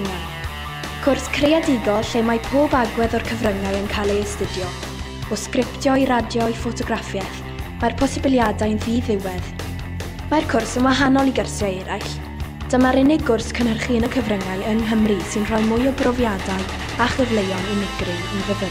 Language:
Welsh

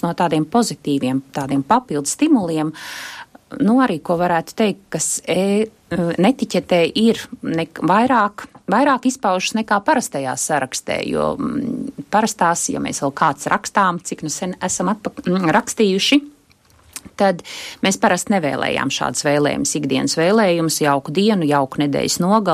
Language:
Latvian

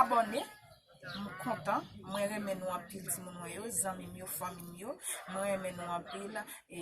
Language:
Haitian Creole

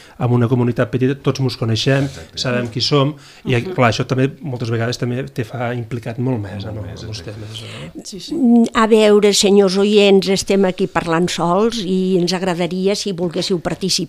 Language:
Catalan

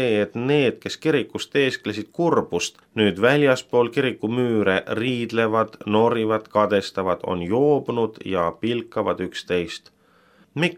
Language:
Estonian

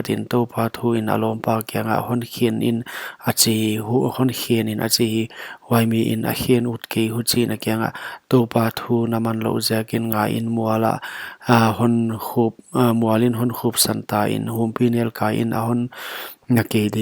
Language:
Paite Chin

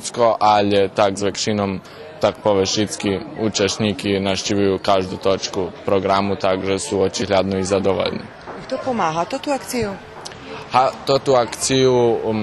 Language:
Rusyn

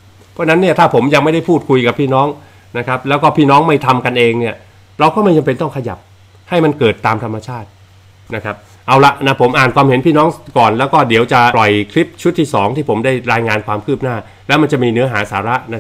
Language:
Thai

